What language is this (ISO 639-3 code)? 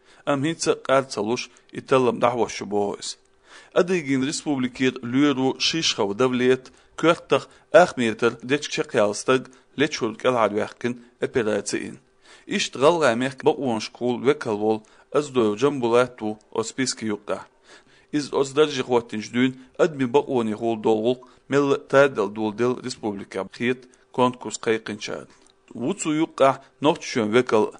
che